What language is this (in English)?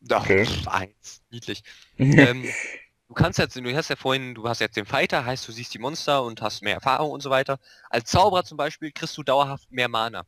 Swiss German